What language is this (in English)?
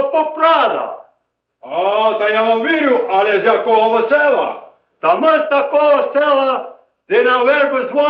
Rusyn